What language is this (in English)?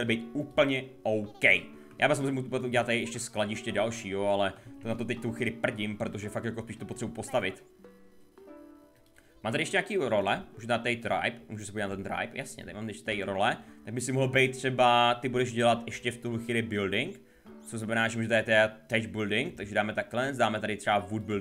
Czech